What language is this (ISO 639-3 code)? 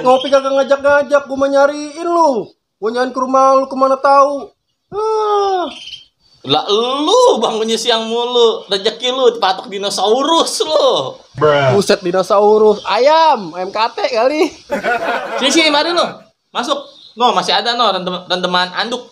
bew